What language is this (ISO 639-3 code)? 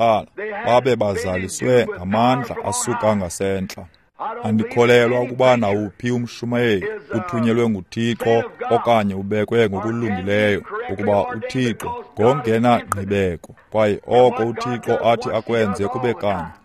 xho